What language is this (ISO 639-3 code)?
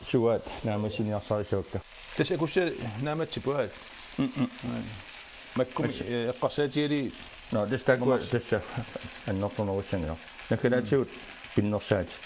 kal